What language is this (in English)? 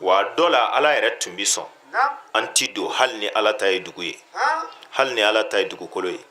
Bambara